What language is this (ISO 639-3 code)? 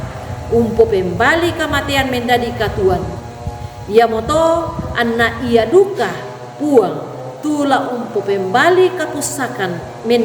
sda